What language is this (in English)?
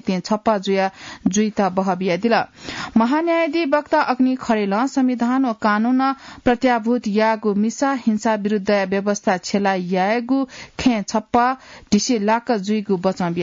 Newari